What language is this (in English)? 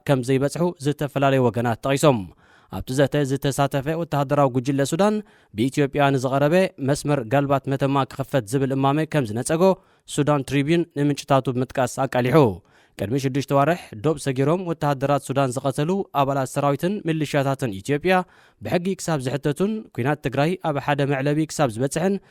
Tigrinya